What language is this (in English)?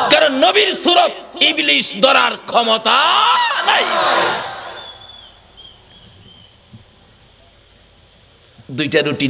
Bangla